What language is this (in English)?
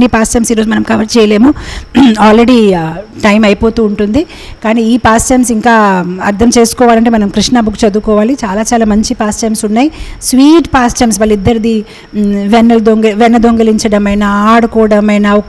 Telugu